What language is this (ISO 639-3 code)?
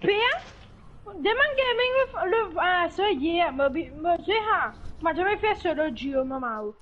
mfe